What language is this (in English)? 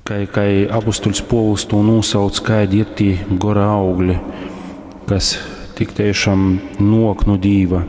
Latgalian